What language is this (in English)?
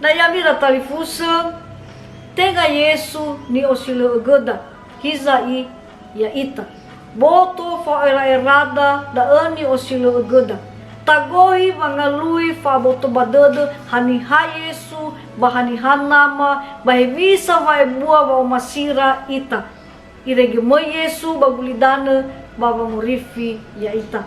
Nias